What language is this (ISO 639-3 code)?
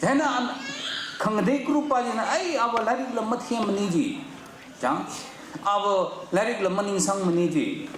nmf